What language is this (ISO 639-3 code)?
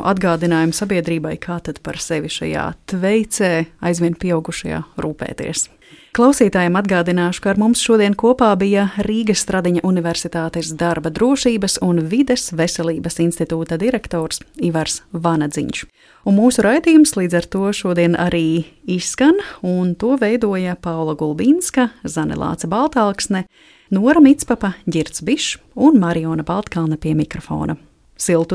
lav